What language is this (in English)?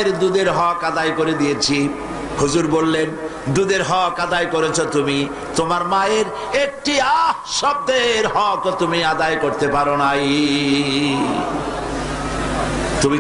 Bangla